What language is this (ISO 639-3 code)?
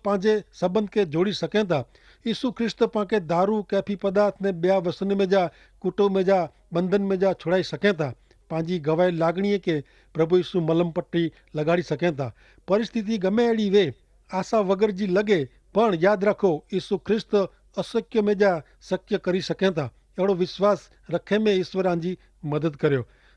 kfr